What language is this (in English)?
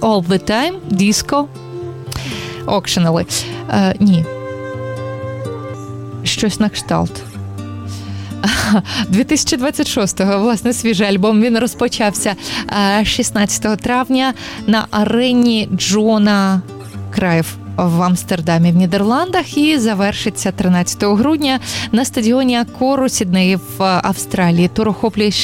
Ukrainian